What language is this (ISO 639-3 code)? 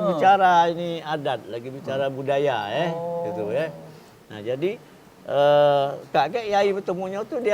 mui